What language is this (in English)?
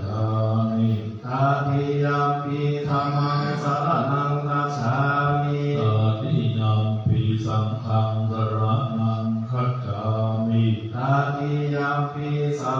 Pali